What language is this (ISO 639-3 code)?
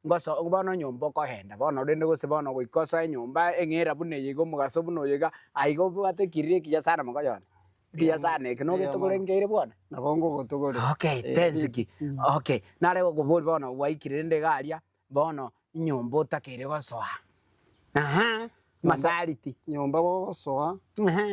guz